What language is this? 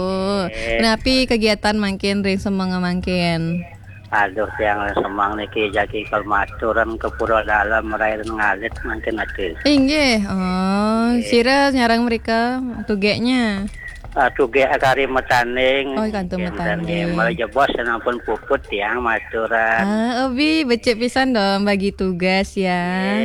Balinese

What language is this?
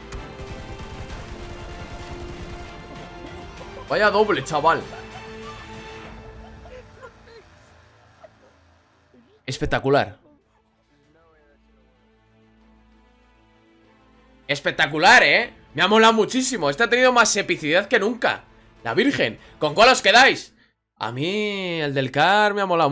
Spanish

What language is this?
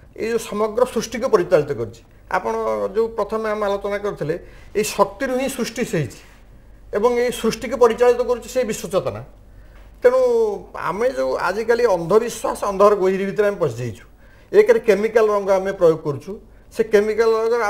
Odia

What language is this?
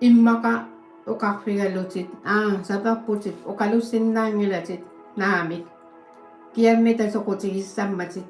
Kalaallisut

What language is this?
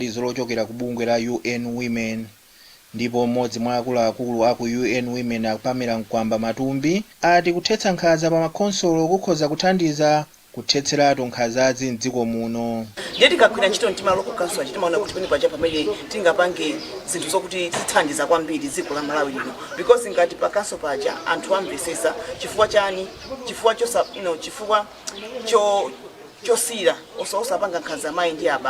Nyanja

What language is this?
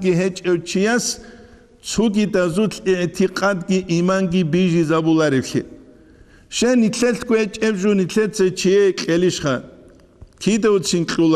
Avaric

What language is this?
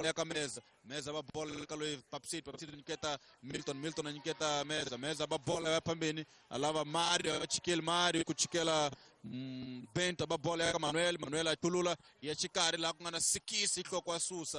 Tsonga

